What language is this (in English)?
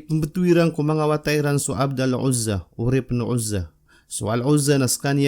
Maranao